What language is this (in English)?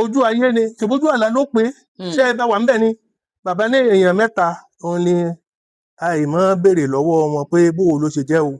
Yoruba